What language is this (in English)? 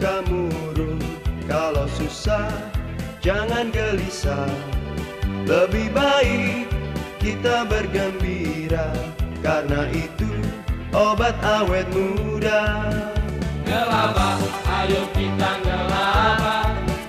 Betawi